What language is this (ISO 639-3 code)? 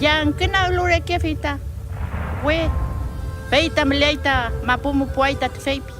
arn